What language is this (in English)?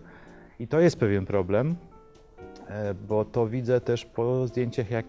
Polish